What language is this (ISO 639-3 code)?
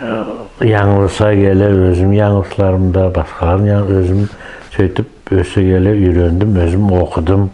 nog